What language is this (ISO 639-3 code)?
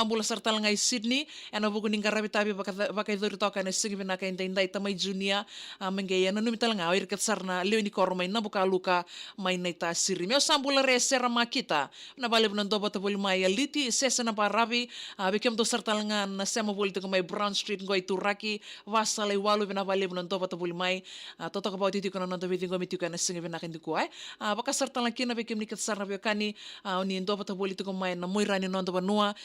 fij